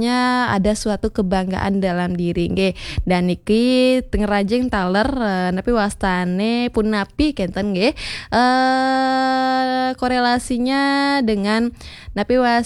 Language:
Balinese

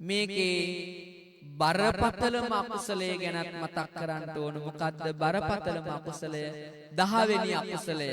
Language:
Sinhala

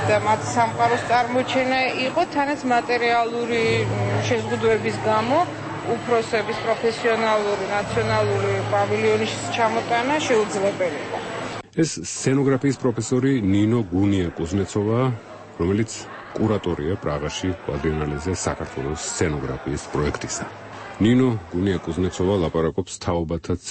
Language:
Georgian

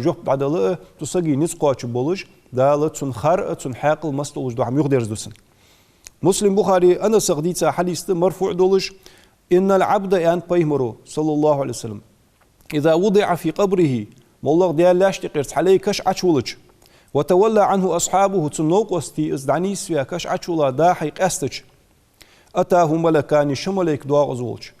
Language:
Ingush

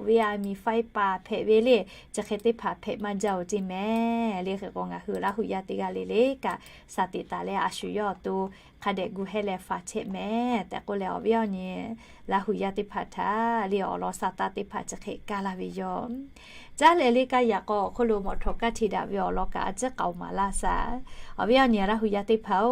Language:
Lahu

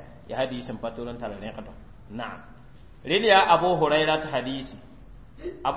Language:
Mossi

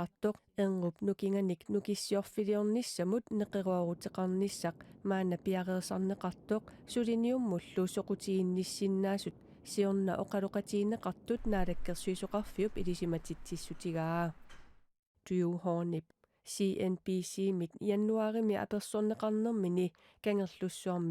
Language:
Kalaallisut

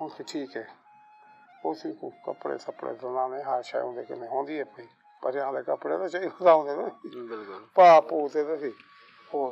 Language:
Saraiki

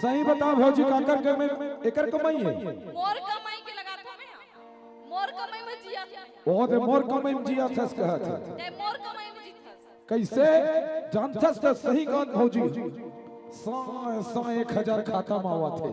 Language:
Chhattisgarhi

